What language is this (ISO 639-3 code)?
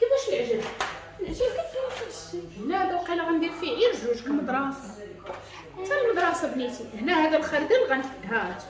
ary